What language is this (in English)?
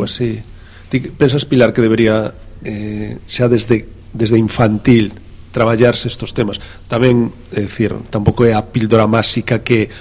Galician